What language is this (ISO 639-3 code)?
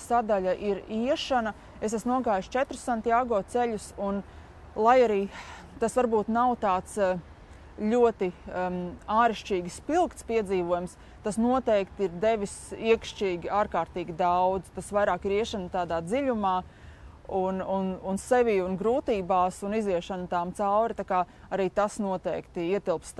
lav